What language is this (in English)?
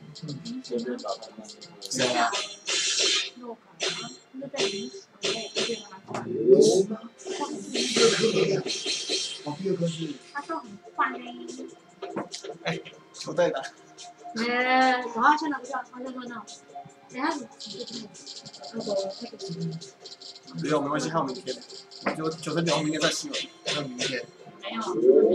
Chinese